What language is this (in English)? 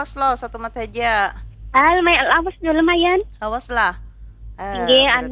Banjar